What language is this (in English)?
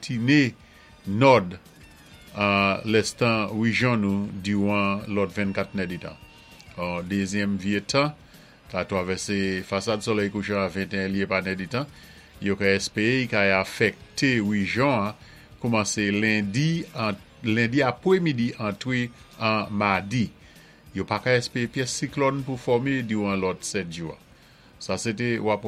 Saint Lucian Creole French